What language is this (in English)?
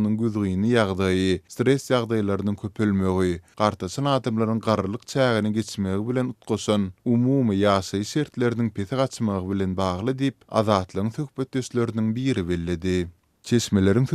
Turkmen